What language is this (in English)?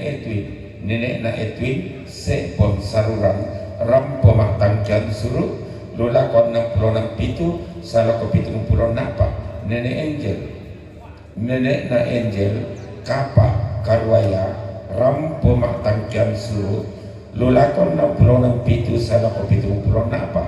Toraja-Sa'dan